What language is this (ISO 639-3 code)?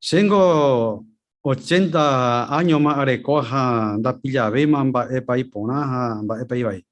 grn